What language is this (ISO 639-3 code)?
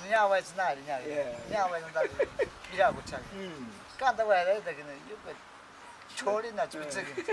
prq